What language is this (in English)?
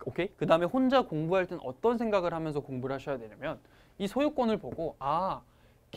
Korean